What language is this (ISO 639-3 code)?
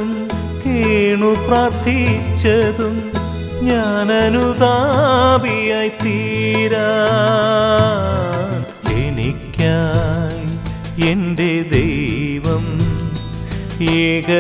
mal